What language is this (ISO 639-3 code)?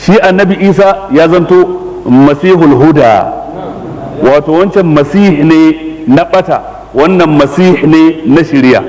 hau